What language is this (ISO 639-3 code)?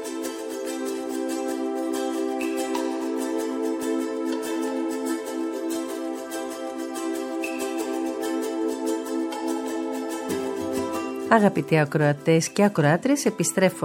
ell